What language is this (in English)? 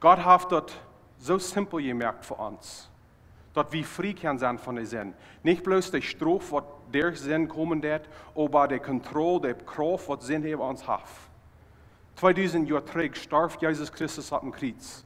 Plautdietsch